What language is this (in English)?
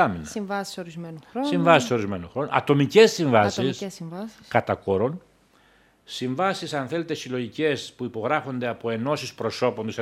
Greek